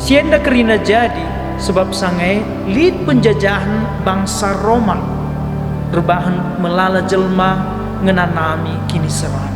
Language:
Batak Karo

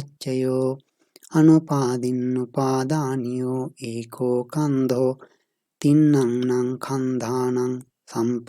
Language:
Pali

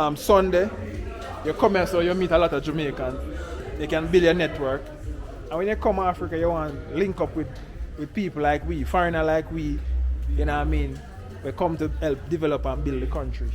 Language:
Jamaican Creole English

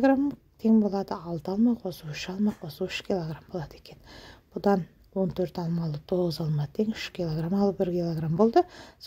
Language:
Kazakh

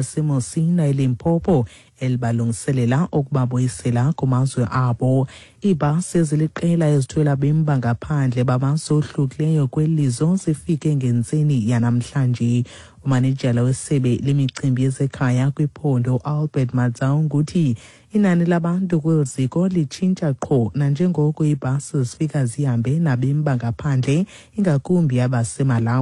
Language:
Xhosa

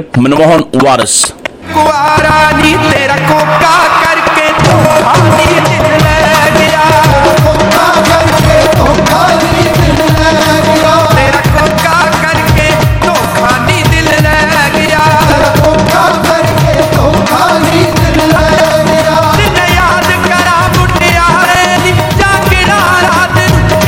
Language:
Punjabi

